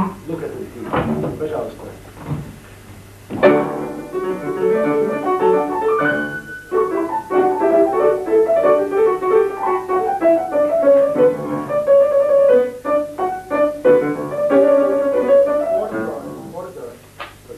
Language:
Russian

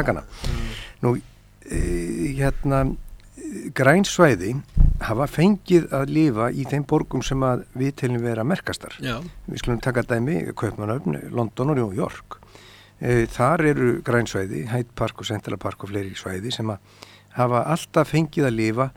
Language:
Icelandic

